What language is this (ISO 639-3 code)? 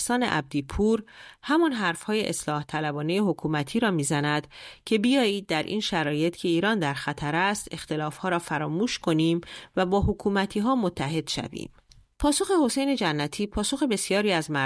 fas